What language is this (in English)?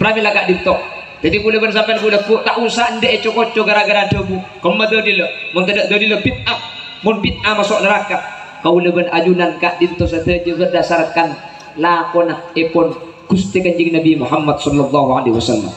Madurese